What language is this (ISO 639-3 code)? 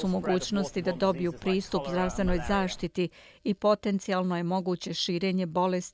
bos